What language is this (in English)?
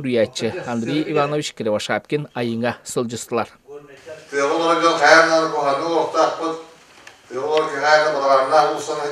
Yakut